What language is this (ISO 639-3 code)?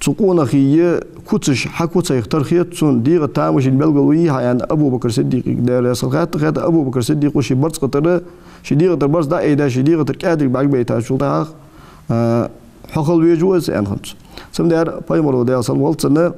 inh